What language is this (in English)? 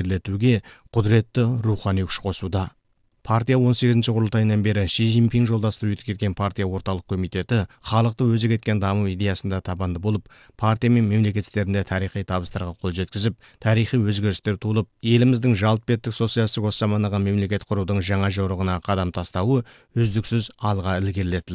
Kazakh